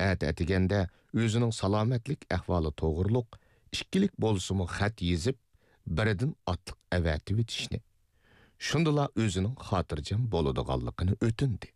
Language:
Uyghur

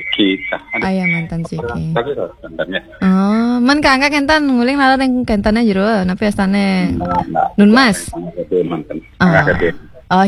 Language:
Balinese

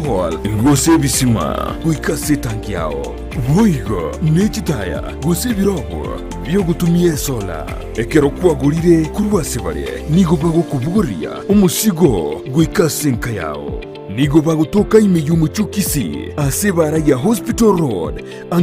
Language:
Gusii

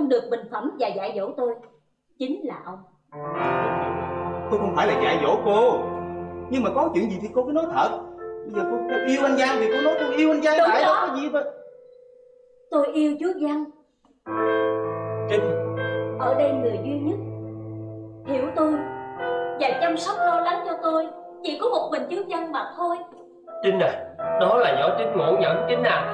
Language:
Vietnamese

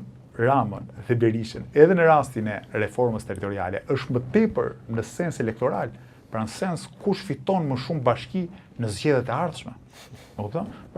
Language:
Albanian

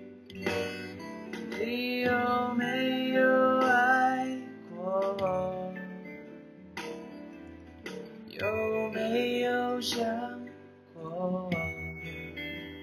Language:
Chinese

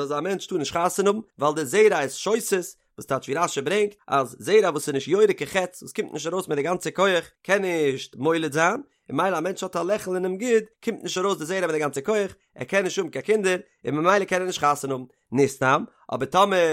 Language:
Yiddish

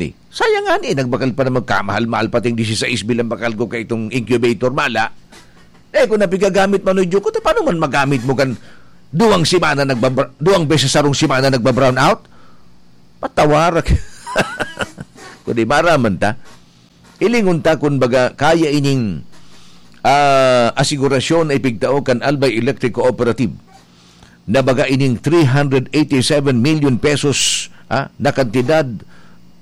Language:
Bikol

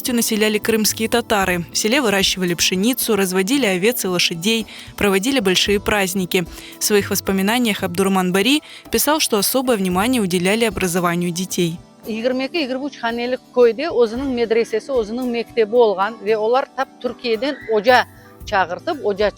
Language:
Crimean Tatar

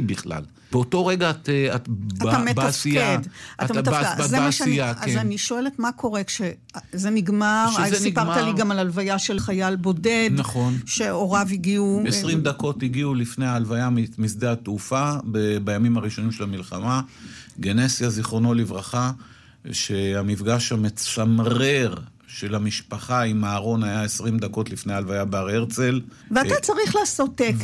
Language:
Hebrew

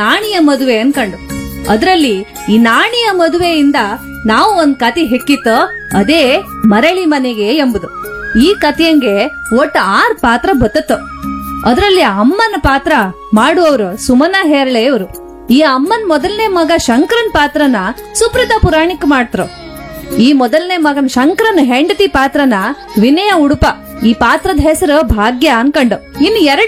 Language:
Kannada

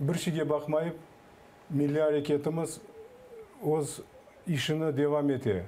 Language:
Crimean Tatar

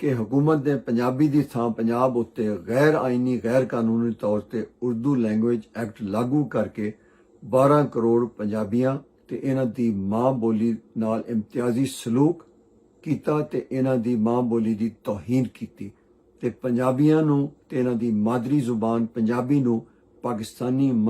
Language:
Western Panjabi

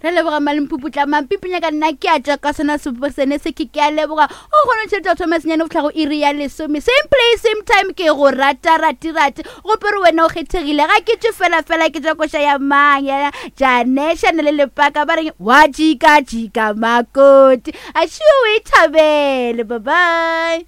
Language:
Northern Sotho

